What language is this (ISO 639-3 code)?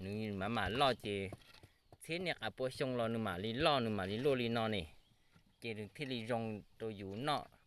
hmn